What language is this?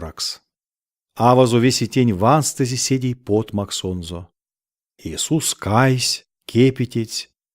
Erzya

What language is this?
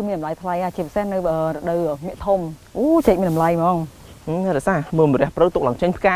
Khmer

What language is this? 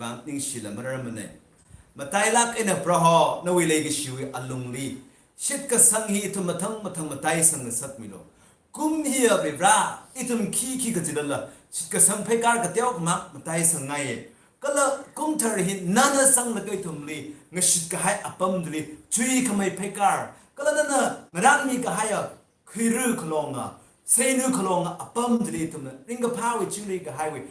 Tangkhul Naga (India)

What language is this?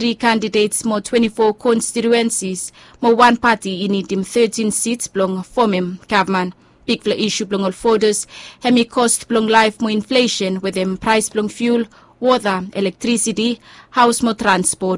Bislama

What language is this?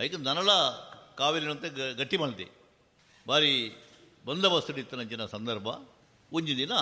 Tulu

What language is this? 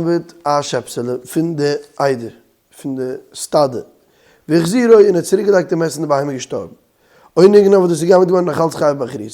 Yiddish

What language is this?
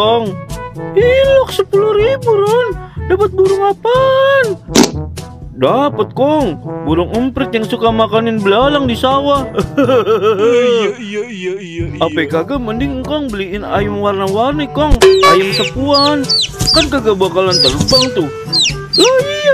Betawi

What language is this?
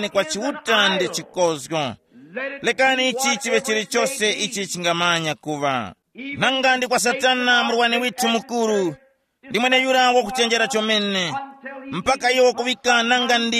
Tumbuka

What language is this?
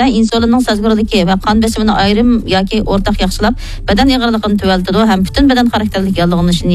Uyghur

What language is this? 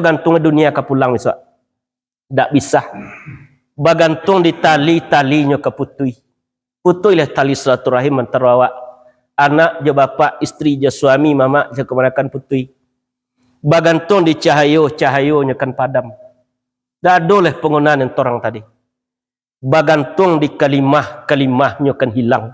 Minangkabau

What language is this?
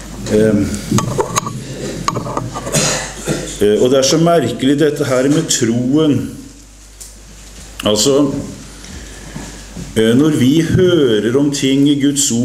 Norwegian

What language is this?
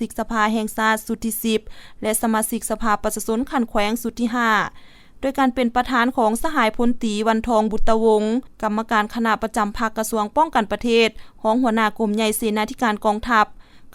Lao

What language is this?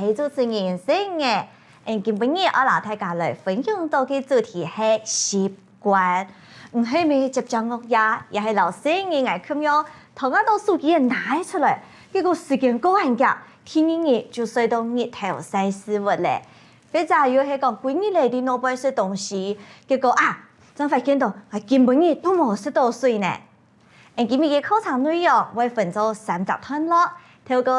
Hakka Chinese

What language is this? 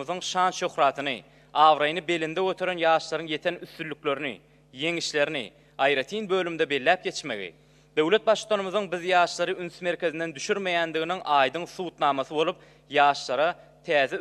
Turkmen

